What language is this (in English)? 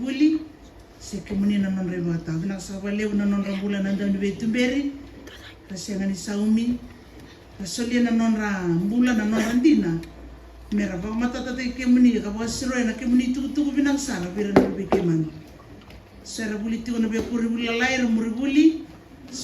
Fijian